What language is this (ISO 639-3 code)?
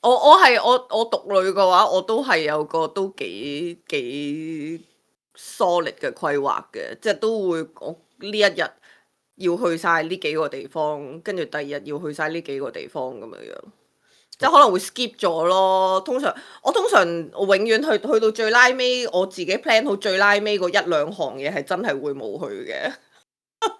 yue